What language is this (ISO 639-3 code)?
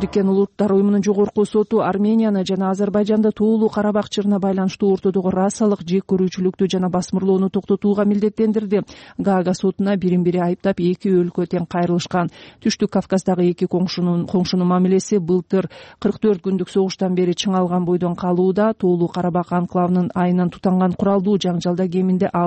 kir